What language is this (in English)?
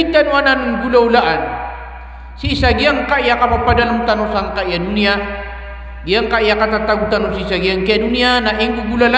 Maranao